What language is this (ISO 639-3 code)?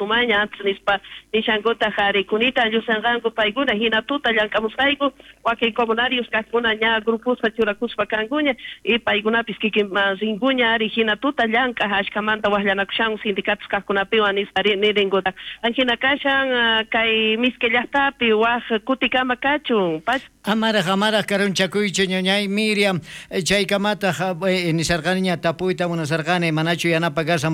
quh